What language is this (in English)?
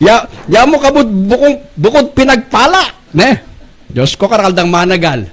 Pampanga